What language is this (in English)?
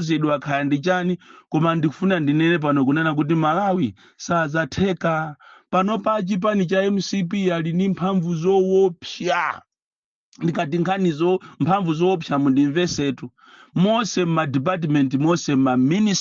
Nyanja